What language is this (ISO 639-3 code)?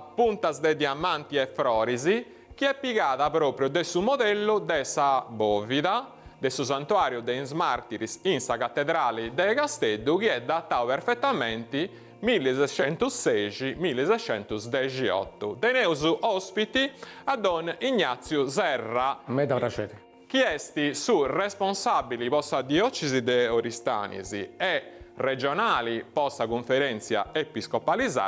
srd